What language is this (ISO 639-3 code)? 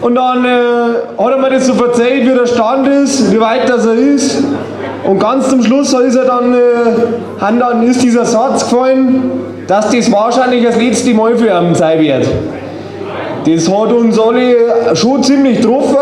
bar